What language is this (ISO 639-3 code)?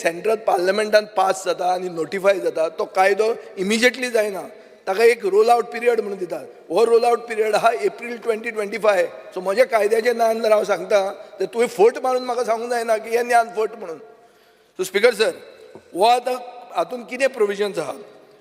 kok